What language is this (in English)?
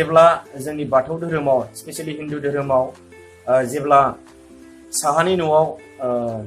Bodo